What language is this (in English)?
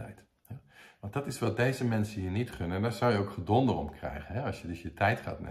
Dutch